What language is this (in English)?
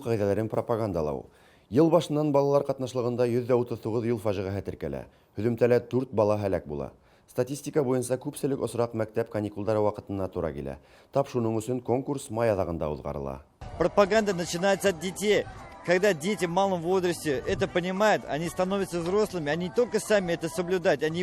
Bashkir